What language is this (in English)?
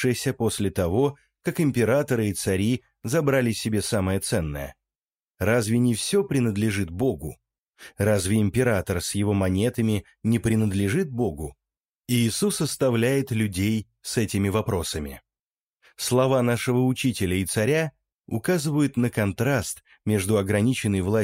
Russian